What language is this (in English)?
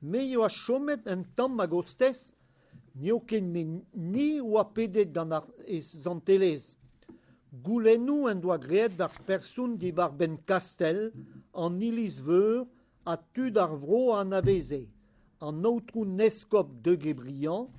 Breton